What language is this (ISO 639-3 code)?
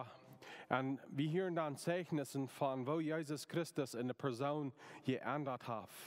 pdt